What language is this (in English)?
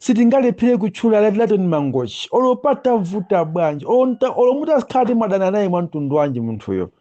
Nyanja